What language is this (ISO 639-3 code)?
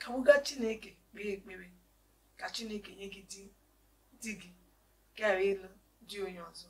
ibo